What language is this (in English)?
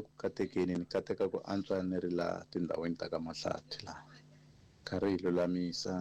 Tsonga